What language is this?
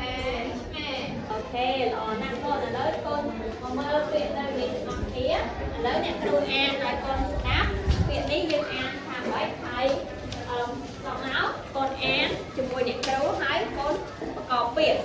Khmer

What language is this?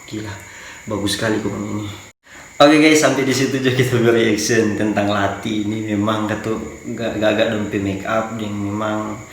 Manado Malay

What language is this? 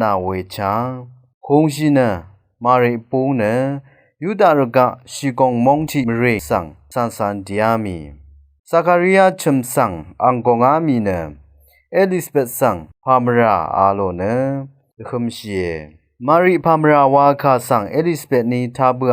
Rawang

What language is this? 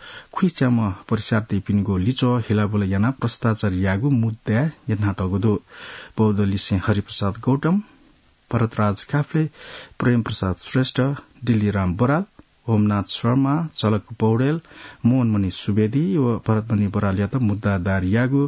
Newari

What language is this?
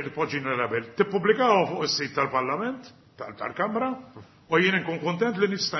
Maltese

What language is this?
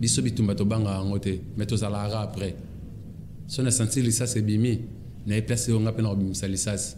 Lingala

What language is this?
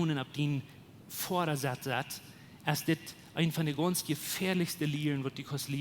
Plautdietsch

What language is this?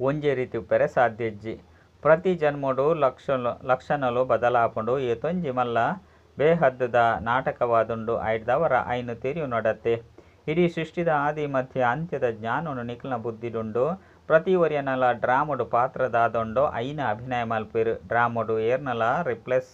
Tulu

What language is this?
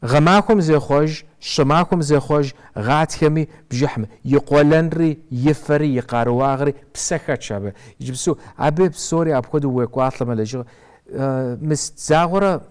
Kabardian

